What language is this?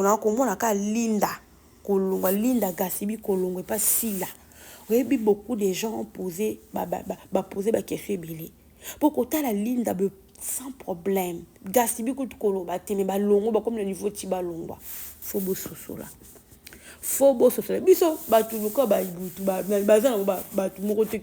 Lingala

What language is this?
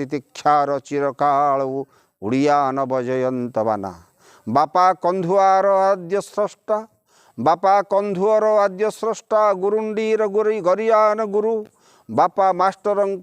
Odia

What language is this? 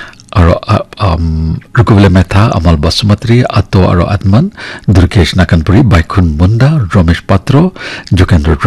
Naga Pidgin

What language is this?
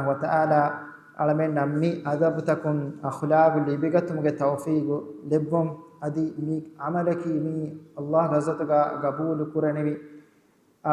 Divehi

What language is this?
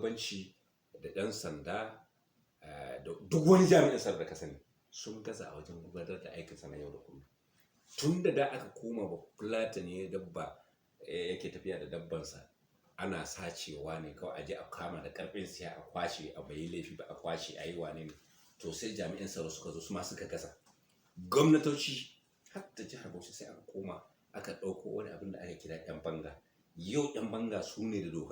Hausa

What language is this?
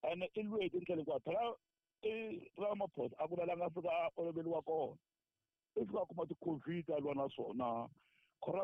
Tsonga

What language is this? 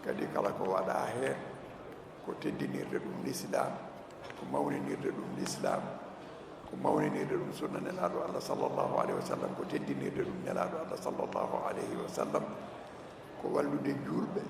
Fula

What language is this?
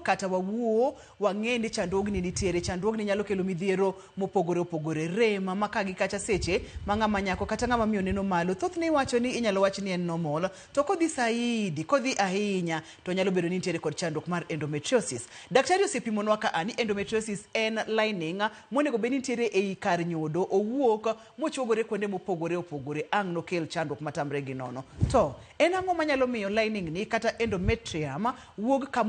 Luo (Kenya and Tanzania)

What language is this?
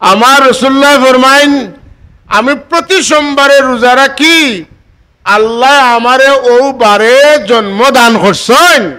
Sylheti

